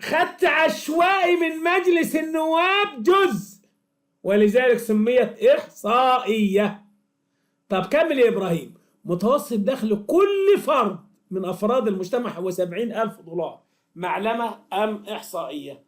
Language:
Egyptian Arabic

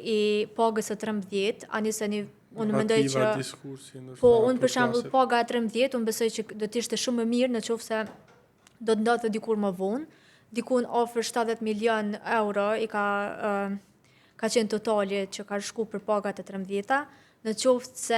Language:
Albanian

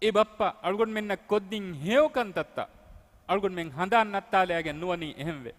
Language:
Divehi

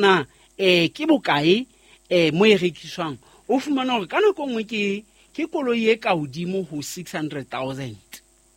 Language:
Southern Sotho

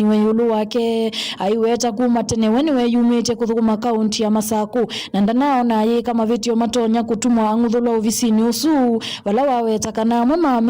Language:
Kamba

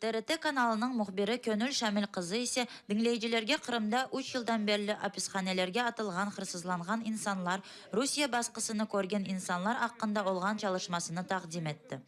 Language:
Crimean Tatar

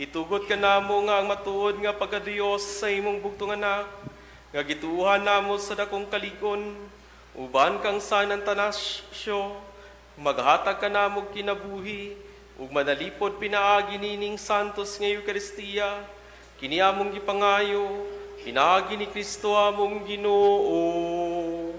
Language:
Cebuano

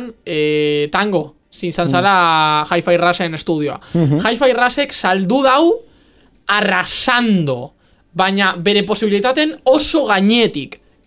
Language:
Basque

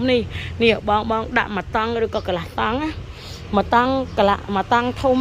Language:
Khmer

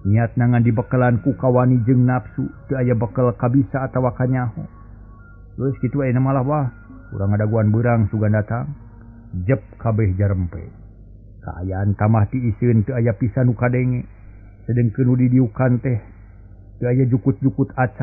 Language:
Sundanese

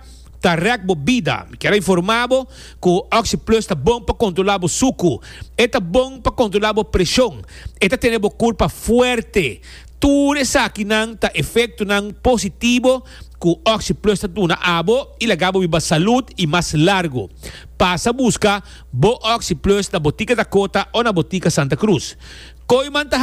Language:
Papiamento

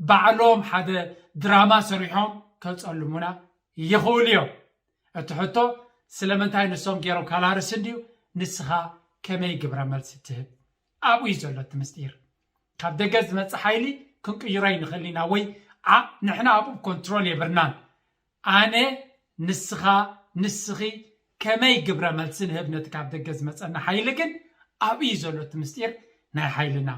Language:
Tigrinya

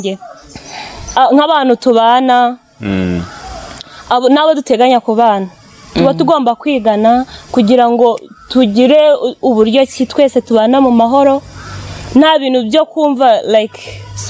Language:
Kinyarwanda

